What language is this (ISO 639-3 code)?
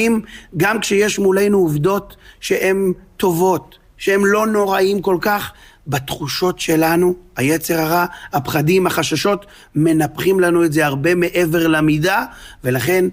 heb